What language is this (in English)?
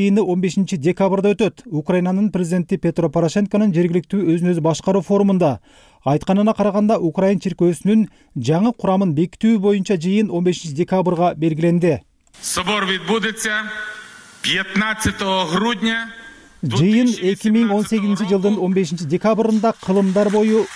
Kyrgyz